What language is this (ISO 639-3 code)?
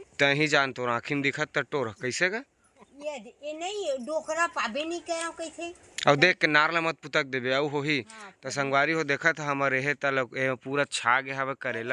hne